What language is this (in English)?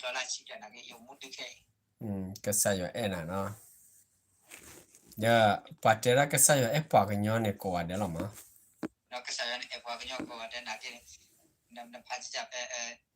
S'gaw Karen